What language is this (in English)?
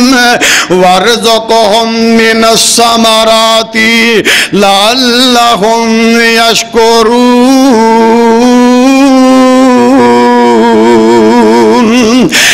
Western Panjabi